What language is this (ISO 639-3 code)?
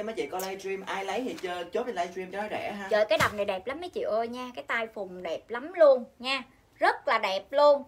vie